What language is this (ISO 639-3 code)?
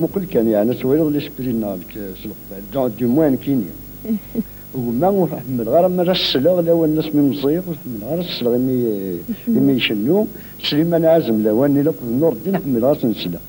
kab